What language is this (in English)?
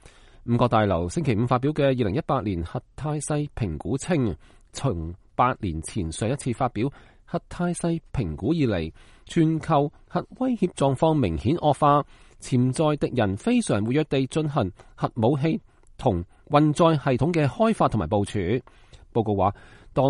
Cantonese